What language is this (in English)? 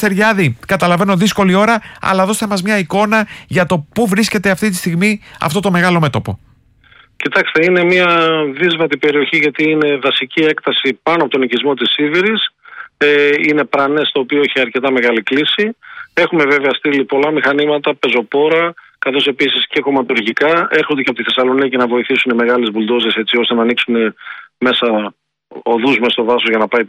Greek